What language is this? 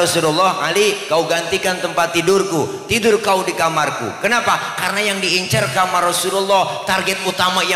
Betawi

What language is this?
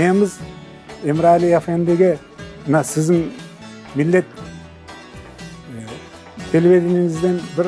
Crimean Tatar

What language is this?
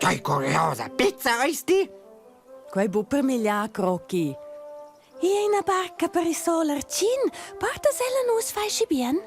Romansh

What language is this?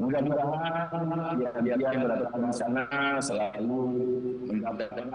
Banjar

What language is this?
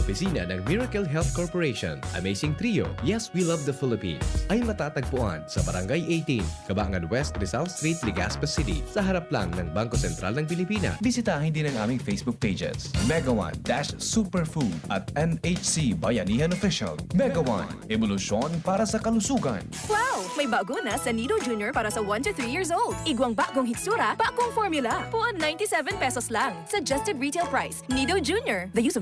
Bikol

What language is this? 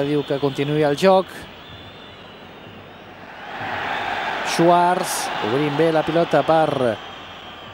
Catalan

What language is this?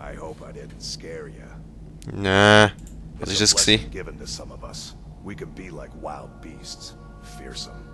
Swiss German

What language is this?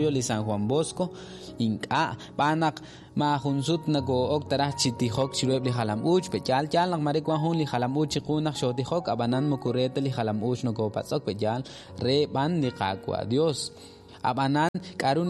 Kekchí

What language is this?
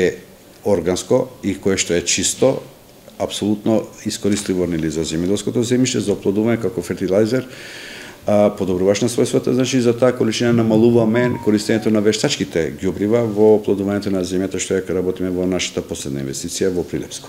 Macedonian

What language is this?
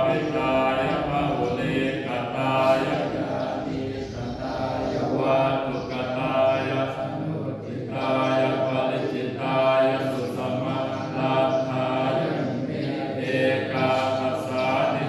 Pali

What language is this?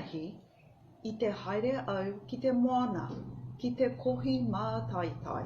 Māori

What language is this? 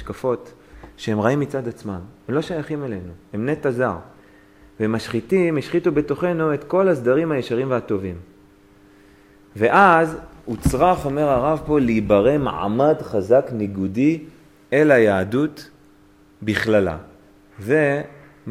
Hebrew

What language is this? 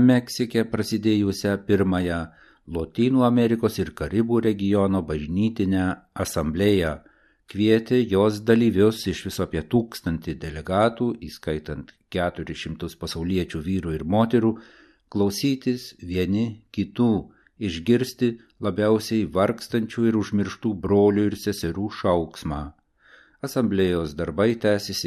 Lithuanian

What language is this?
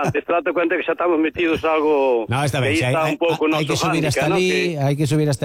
Galician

